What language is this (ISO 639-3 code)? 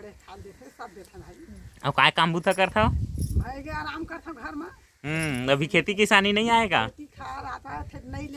hne